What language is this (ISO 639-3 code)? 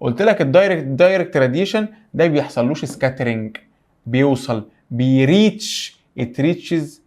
arz